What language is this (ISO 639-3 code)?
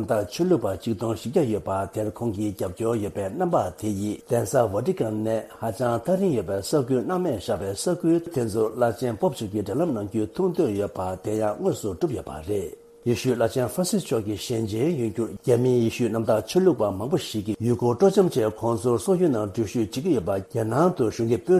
bod